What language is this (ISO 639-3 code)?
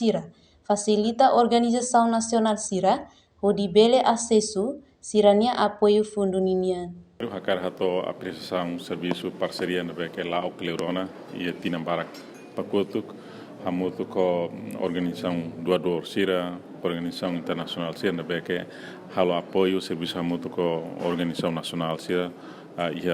tet